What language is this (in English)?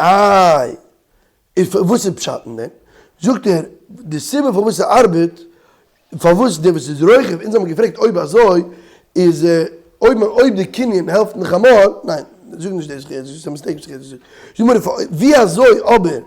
Yiddish